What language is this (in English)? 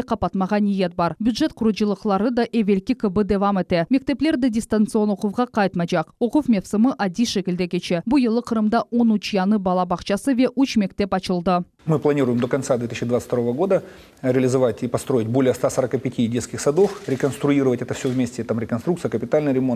Crimean Tatar